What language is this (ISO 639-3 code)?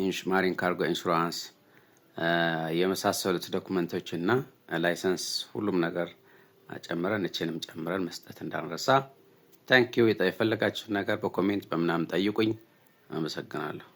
amh